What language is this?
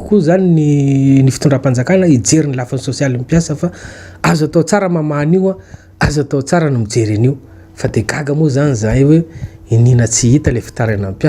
Malagasy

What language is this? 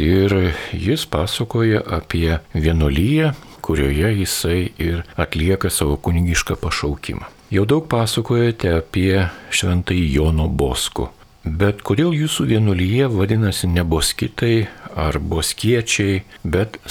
Lithuanian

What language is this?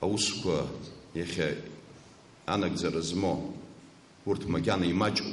Abkhazian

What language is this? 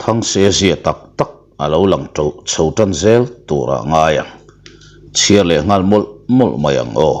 Mizo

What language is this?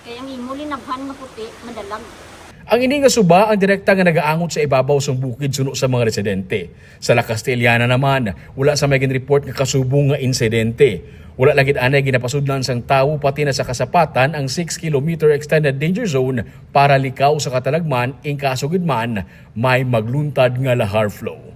Hiligaynon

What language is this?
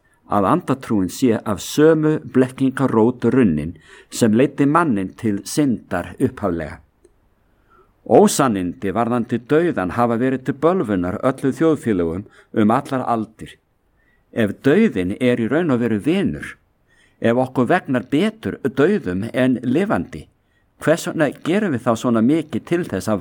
Icelandic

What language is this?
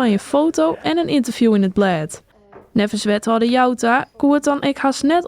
Western Frisian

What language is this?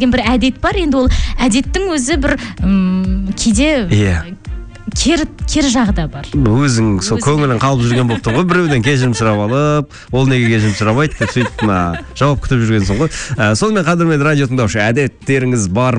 Kazakh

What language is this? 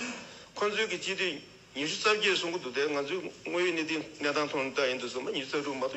Tibetan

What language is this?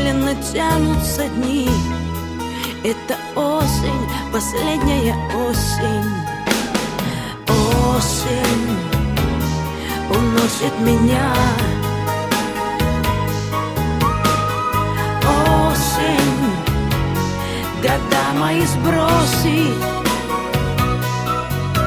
Russian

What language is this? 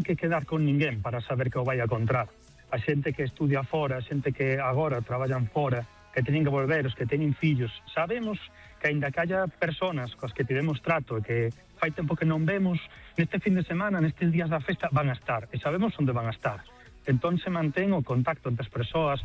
Galician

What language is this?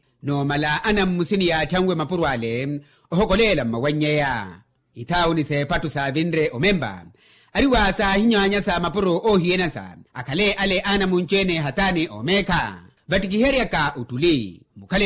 Makhuwa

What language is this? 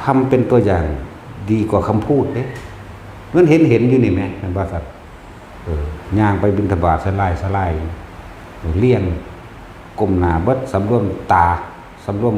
Northeastern Thai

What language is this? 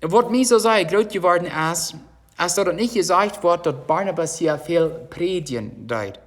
Plautdietsch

